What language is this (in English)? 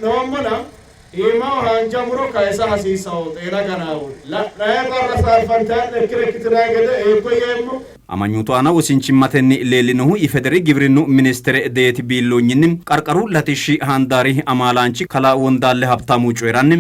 Sidamo